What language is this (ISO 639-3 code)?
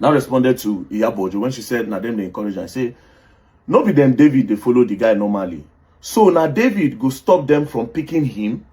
pcm